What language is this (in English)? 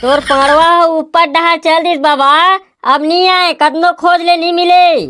Chhattisgarhi